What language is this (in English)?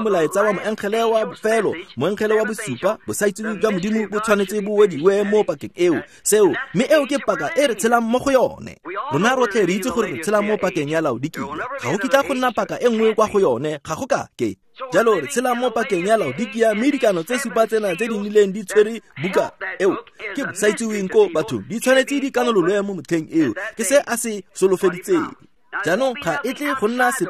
Tswana